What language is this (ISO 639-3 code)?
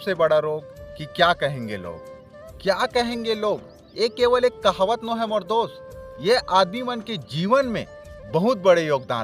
hne